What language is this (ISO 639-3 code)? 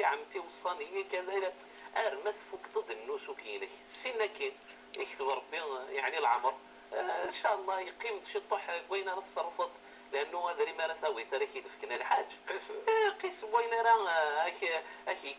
ary